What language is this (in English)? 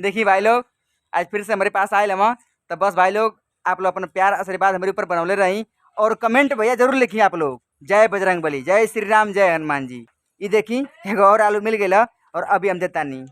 Bhojpuri